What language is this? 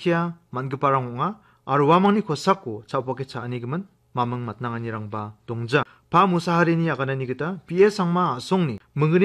Garo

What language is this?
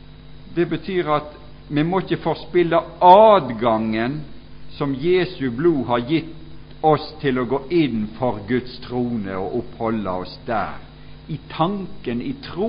Norwegian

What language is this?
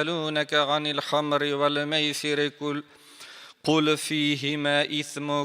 Tatar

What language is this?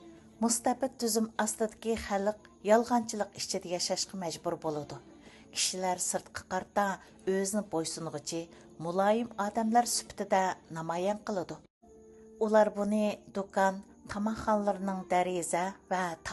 Uyghur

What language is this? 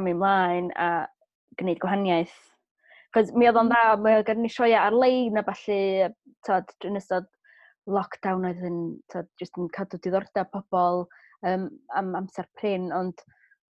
Welsh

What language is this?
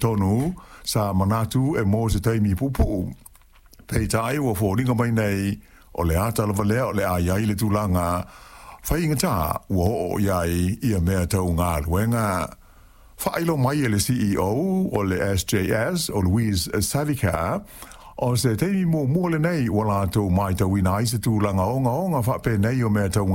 Samoan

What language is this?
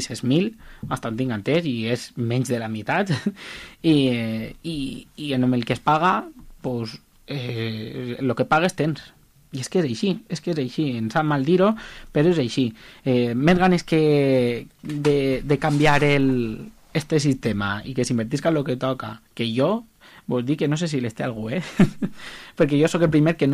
Catalan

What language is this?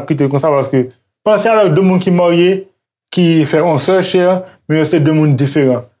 Haitian Creole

